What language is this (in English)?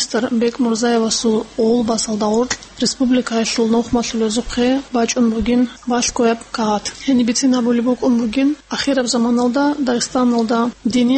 Avaric